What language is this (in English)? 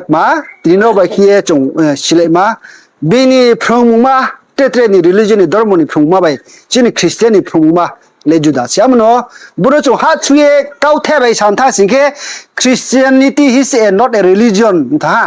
Riang (India)